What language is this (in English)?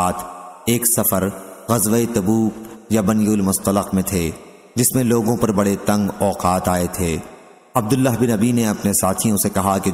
Urdu